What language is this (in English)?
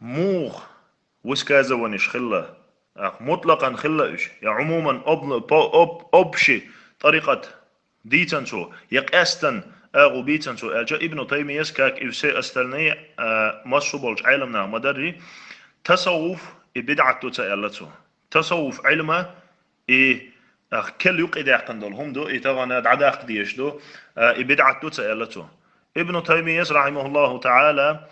Chechen